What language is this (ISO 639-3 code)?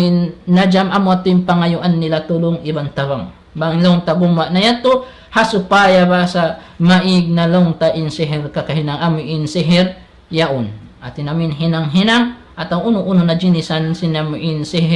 tsg